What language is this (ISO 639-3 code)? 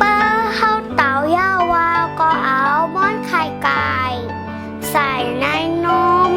shn